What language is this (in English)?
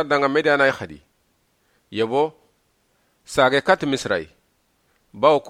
Soninke